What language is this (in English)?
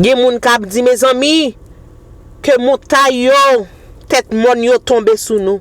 Haitian Creole